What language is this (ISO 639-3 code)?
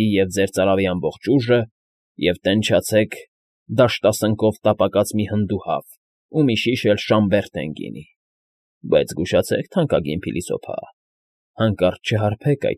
hye